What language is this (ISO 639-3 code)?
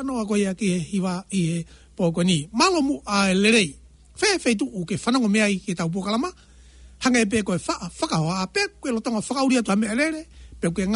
ton